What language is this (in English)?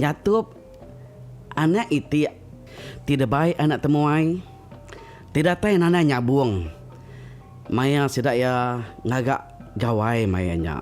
Iban